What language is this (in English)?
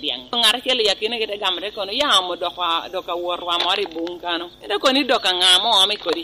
Lango (Uganda)